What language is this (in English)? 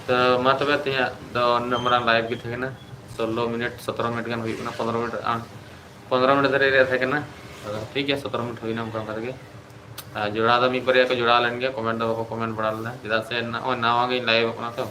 Santali